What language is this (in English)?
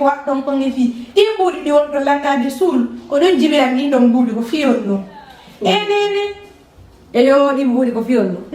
Fula